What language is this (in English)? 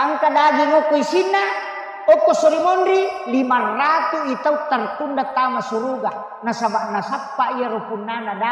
Buginese